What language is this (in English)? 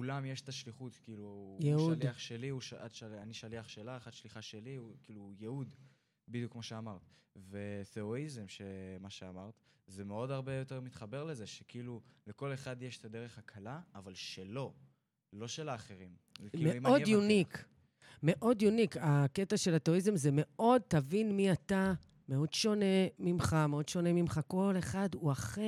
Hebrew